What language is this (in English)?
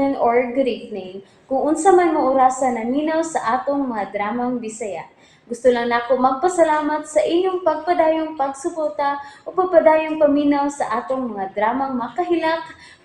Cebuano